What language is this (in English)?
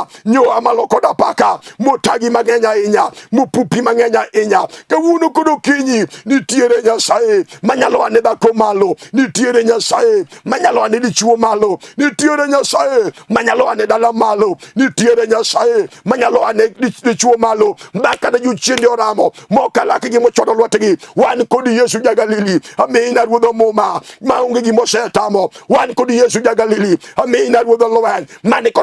Luo (Kenya and Tanzania)